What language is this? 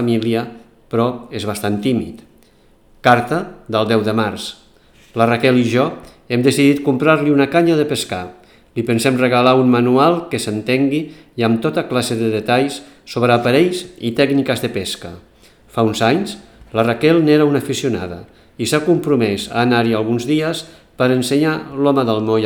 Catalan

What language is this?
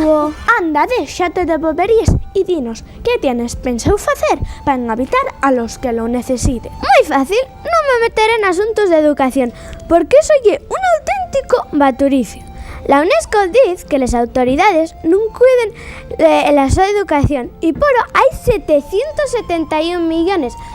Asturian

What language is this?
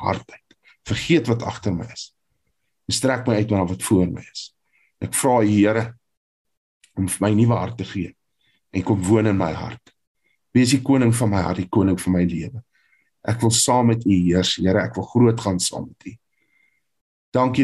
Afrikaans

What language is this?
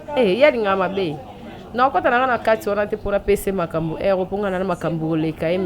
Lingala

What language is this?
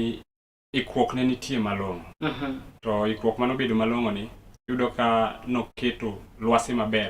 Luo (Kenya and Tanzania)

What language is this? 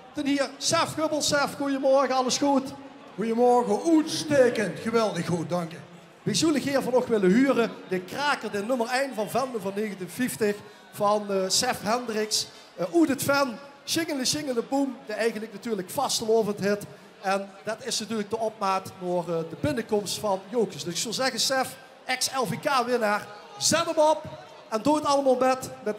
Limburgish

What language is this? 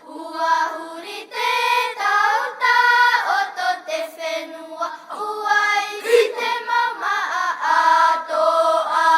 Tahitian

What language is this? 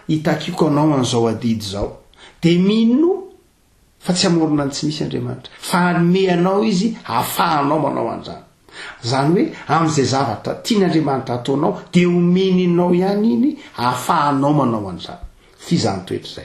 Malagasy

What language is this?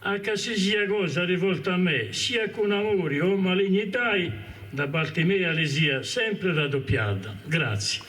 Sardinian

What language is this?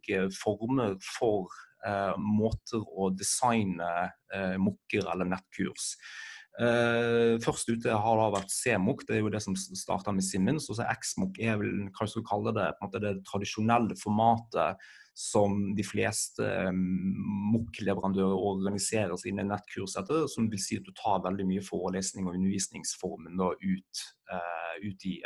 Norwegian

